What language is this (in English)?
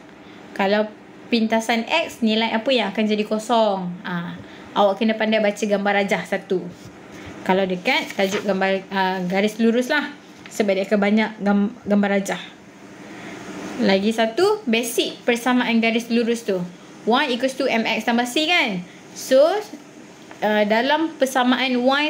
Malay